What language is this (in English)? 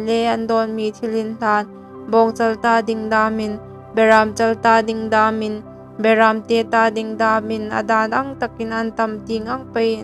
Hmar